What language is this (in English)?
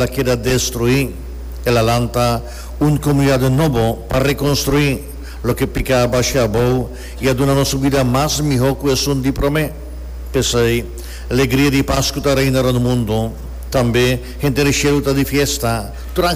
Papiamento